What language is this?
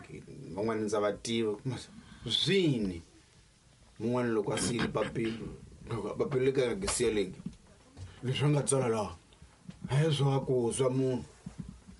Tsonga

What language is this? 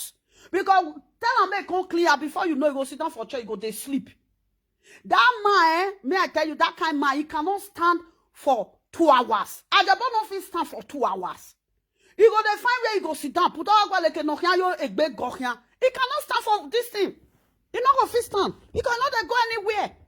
Nigerian Pidgin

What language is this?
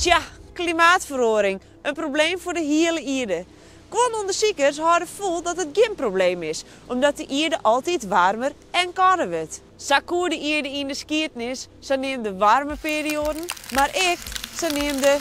Western Frisian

